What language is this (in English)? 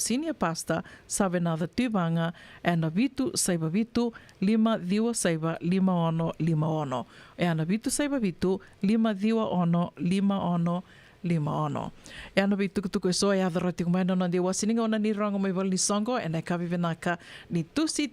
Fijian